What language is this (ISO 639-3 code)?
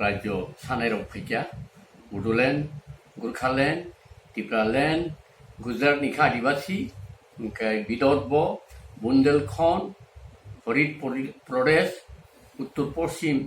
trp